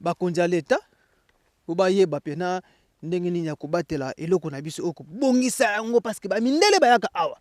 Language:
Lingala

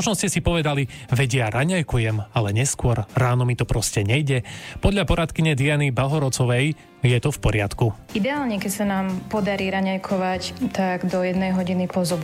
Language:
Slovak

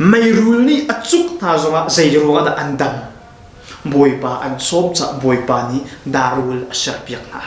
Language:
Hakha Chin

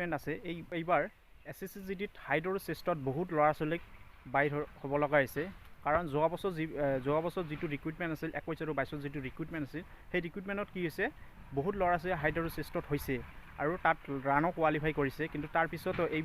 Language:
Assamese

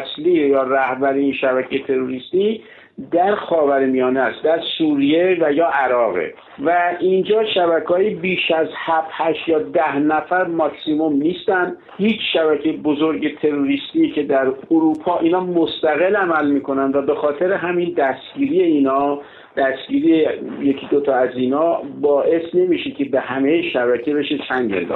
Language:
Persian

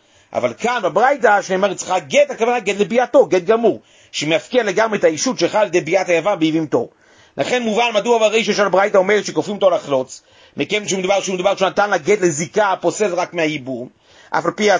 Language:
Hebrew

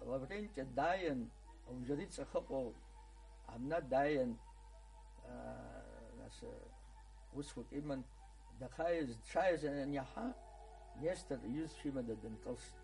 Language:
Abkhazian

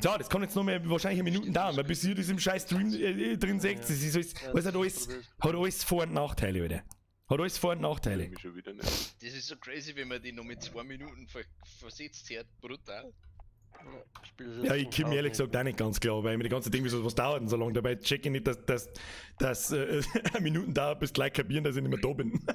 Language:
Bavarian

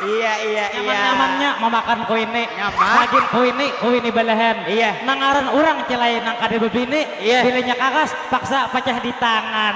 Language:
Banjar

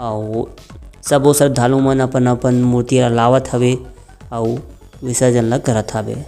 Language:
Chhattisgarhi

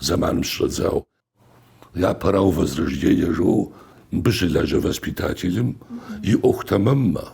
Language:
Kabardian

